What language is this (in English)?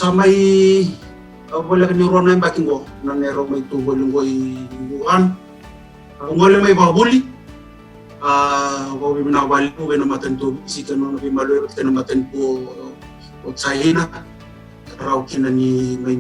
Fijian